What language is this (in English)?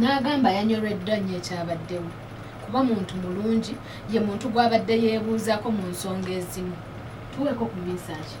Ganda